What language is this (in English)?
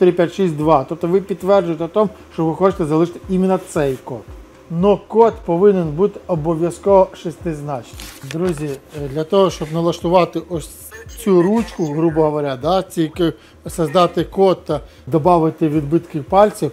Ukrainian